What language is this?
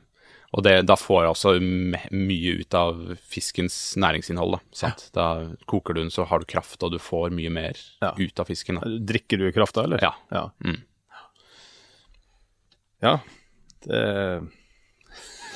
Norwegian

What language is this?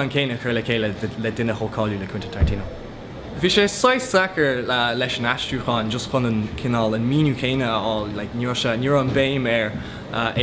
Irish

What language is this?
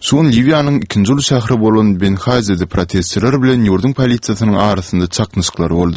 Turkmen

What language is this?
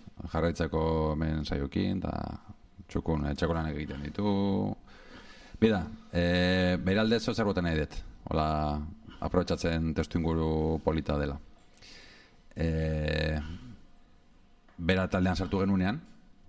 Basque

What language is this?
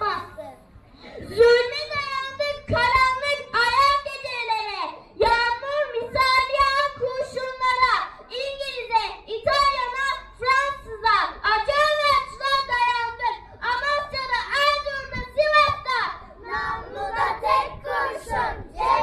Turkish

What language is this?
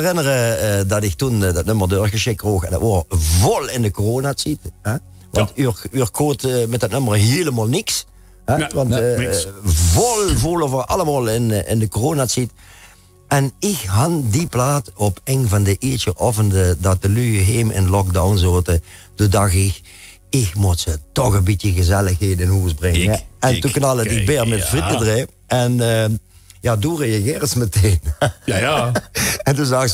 Limburgish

